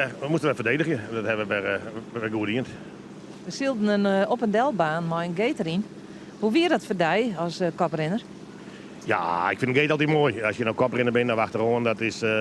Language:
Western Frisian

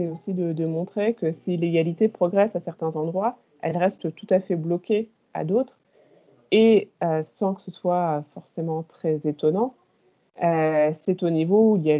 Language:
French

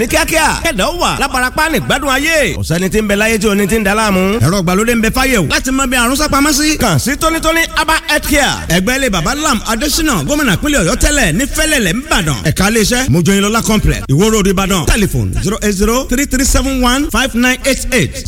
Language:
Yoruba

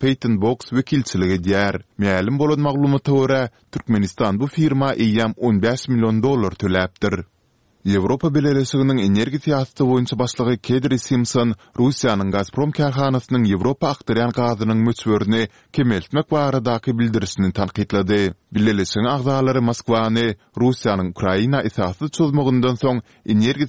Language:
Turkmen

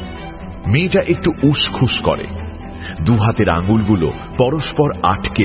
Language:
Bangla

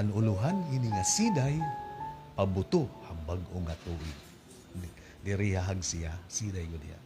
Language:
Waray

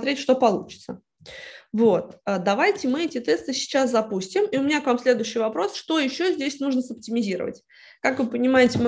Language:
Russian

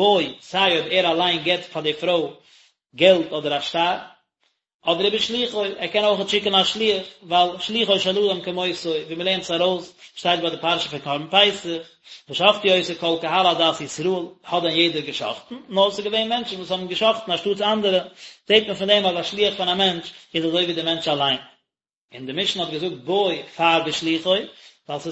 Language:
Yiddish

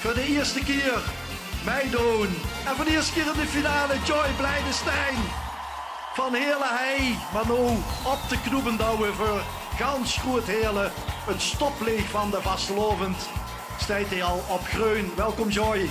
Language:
Limburgish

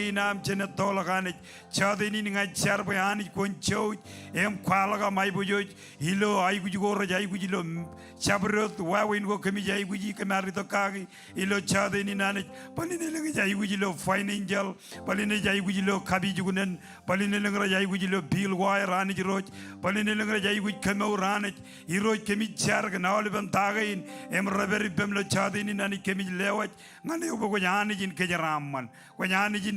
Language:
Marshallese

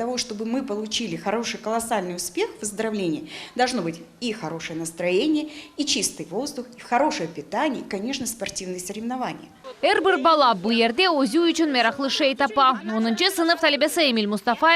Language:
Crimean Tatar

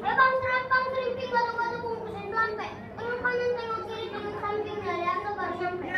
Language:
Betawi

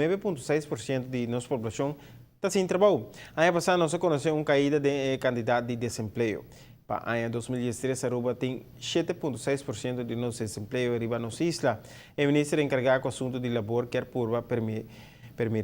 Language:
Papiamento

